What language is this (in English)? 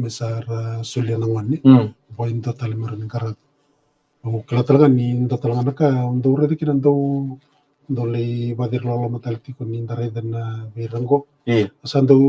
Fijian